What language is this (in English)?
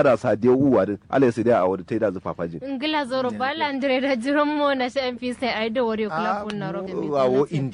Kanuri